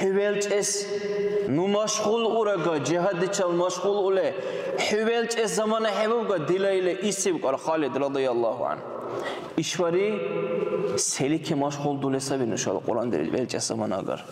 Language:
Dargwa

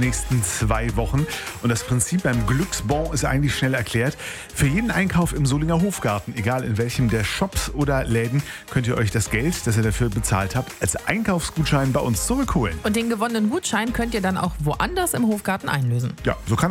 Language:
German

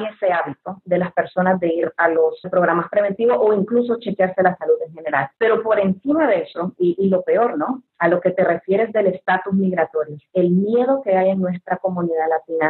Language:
Spanish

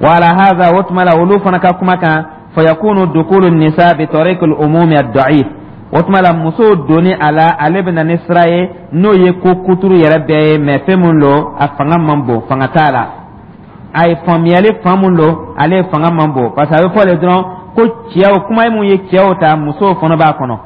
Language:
Dyula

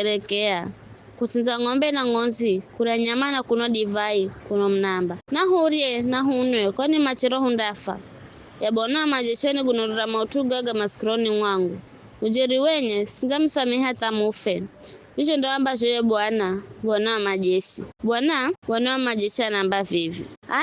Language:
Giryama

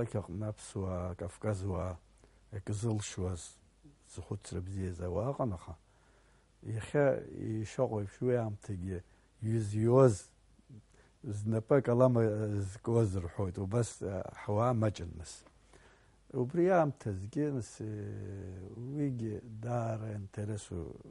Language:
Abkhazian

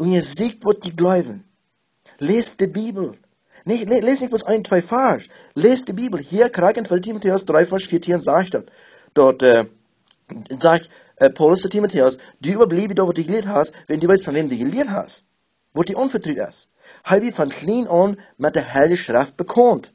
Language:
Plautdietsch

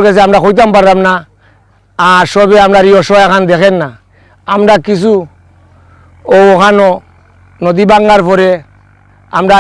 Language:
Sylheti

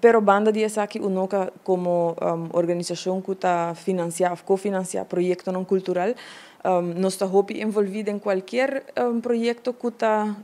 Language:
Papiamento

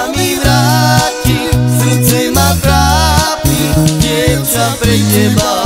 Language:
Slovak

